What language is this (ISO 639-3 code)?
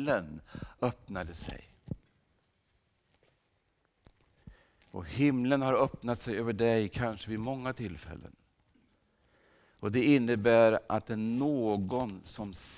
swe